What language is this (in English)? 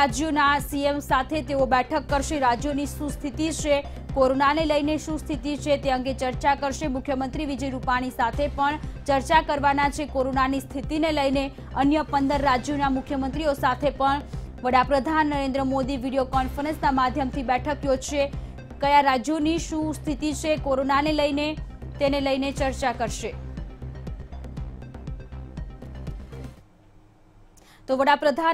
Gujarati